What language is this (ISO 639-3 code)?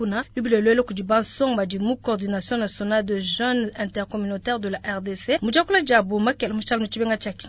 lua